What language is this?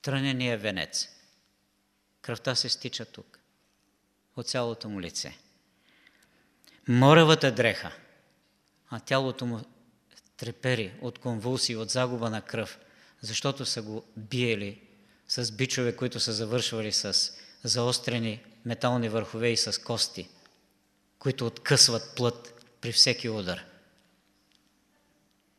Bulgarian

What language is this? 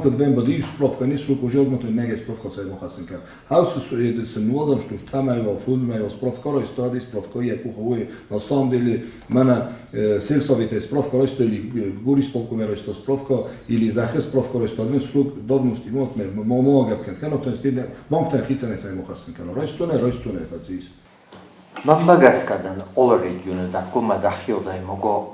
Ossetic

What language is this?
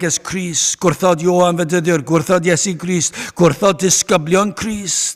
Welsh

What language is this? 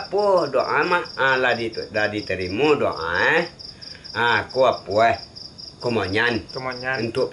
Minangkabau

